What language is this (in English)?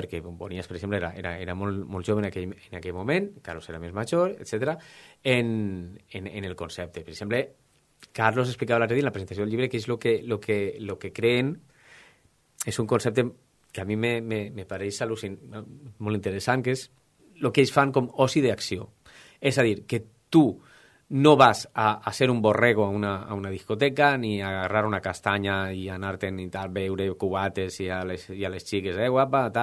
Catalan